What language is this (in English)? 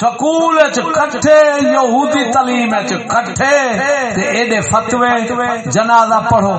Saraiki